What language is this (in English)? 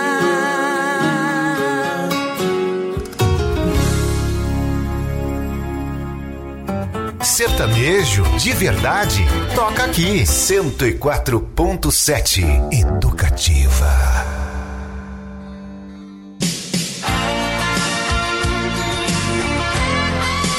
Portuguese